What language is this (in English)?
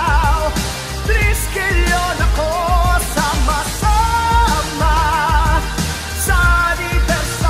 Filipino